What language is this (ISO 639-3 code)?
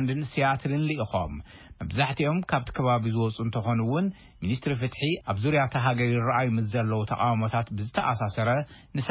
tir